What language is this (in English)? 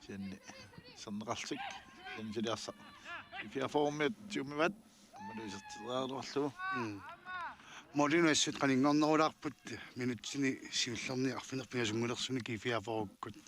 Kalaallisut